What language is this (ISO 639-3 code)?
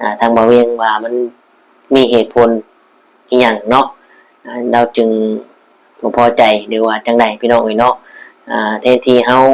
lao